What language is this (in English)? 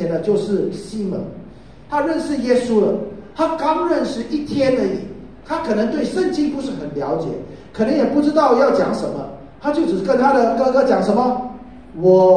Chinese